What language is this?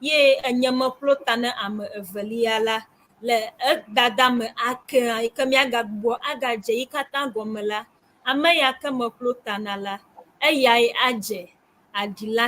Ewe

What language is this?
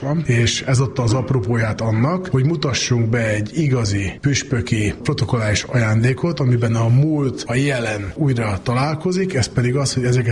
Hungarian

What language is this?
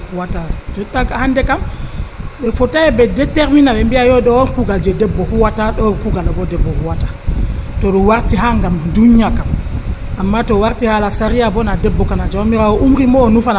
Nigerian Fulfulde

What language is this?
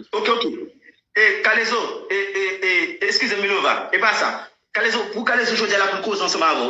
Haitian Creole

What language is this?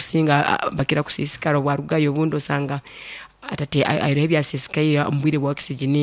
Nyoro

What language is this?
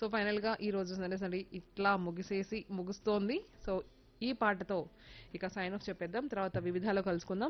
Telugu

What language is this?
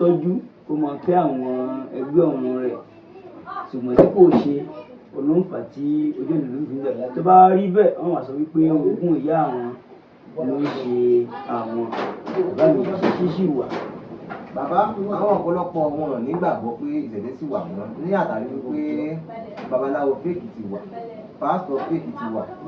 Yoruba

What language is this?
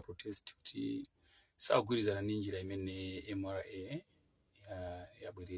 Nyanja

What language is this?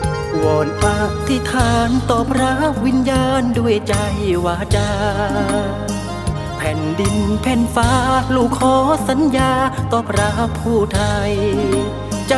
Thai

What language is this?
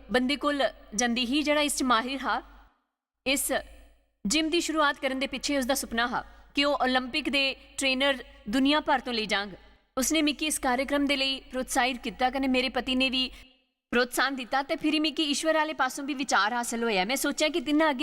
Dogri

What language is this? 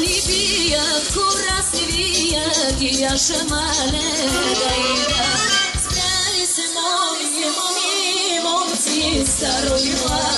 Bulgarian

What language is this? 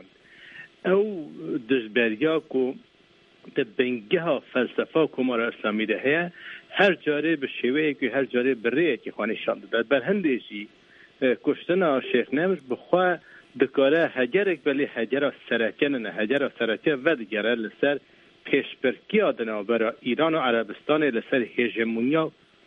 Kurdish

